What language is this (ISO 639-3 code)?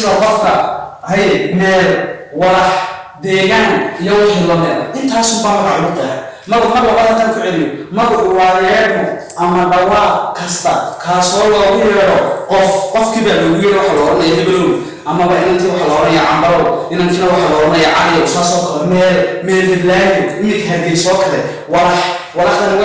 som